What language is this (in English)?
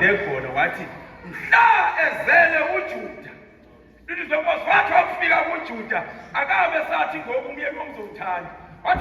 Zulu